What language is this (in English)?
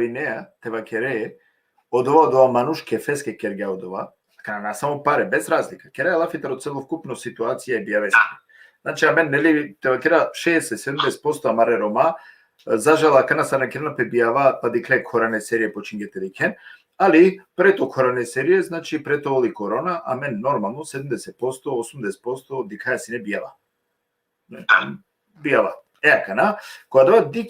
Balkan Romani